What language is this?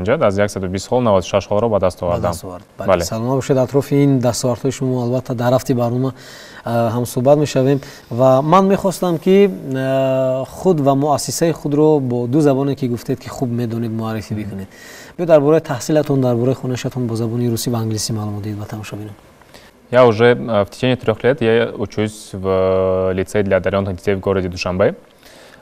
Tajik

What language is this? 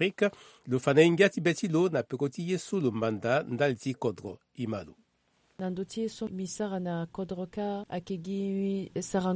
Sango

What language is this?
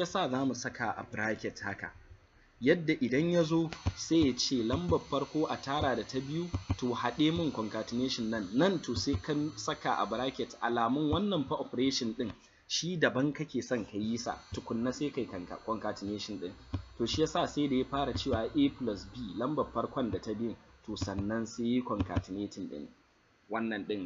Hausa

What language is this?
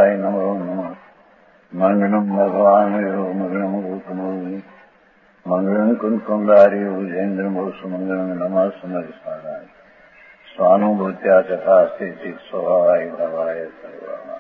Gujarati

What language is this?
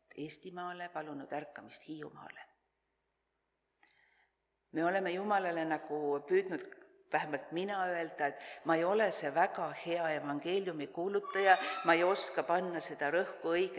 Estonian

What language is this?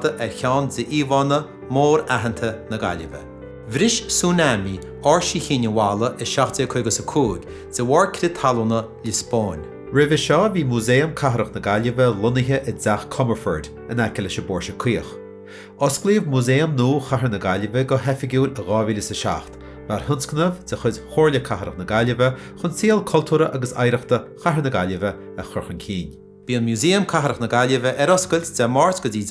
Irish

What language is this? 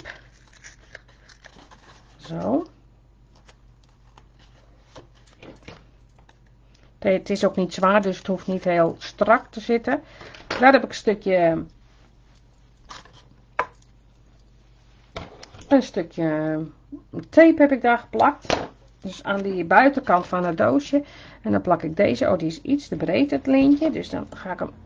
Dutch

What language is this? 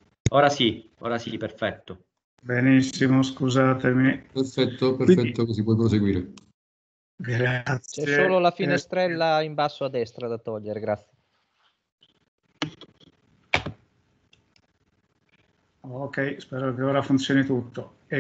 Italian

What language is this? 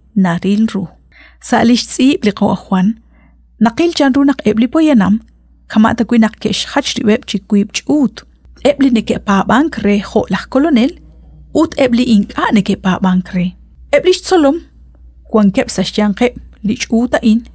Kekchí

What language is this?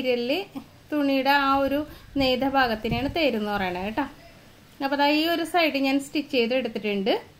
Malayalam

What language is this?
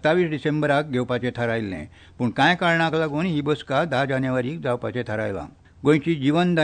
Konkani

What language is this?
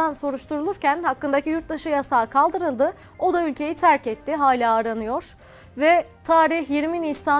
Turkish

